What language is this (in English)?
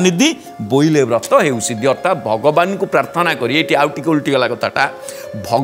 Odia